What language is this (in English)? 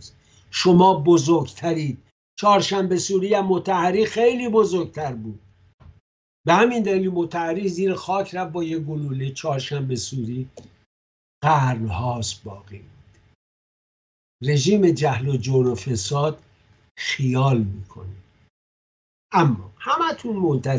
Persian